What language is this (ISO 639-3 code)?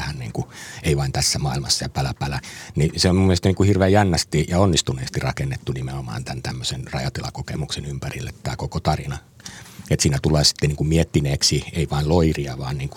fin